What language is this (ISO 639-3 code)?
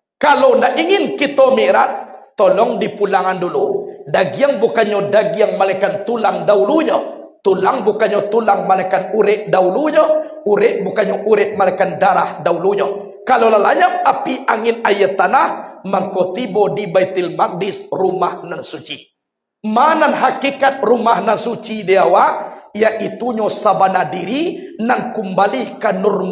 min